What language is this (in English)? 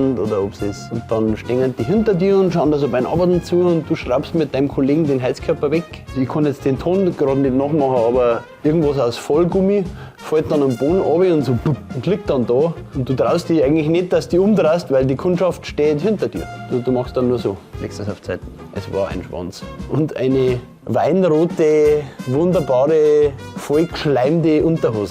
Bavarian